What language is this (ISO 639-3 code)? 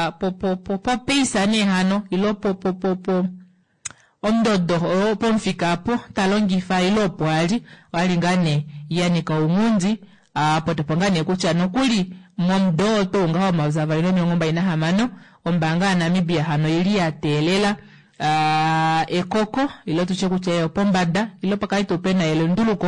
kua